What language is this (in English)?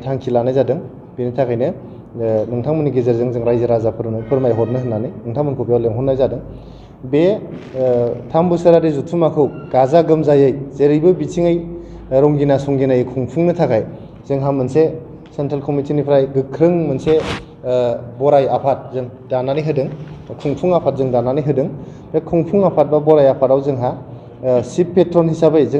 Bodo